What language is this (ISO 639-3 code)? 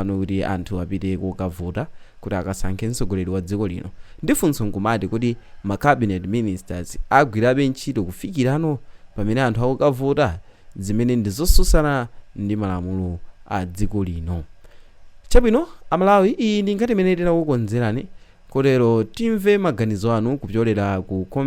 nya